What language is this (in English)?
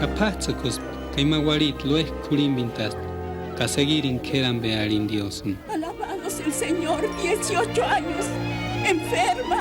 Purepecha